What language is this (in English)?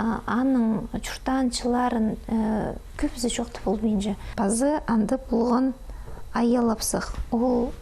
Khakas